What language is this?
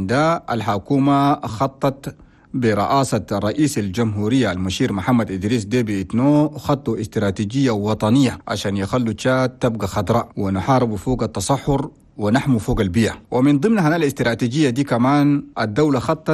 Chadian Arabic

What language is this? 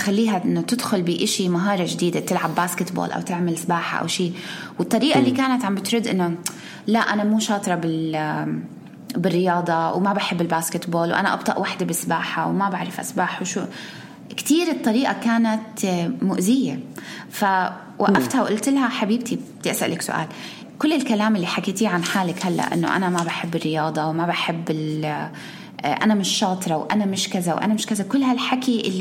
North Levantine Arabic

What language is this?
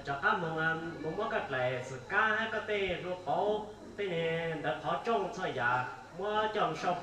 Hmong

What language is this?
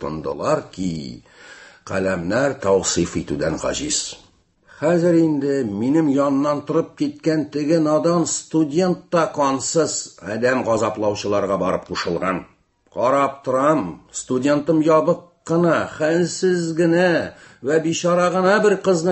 Tatar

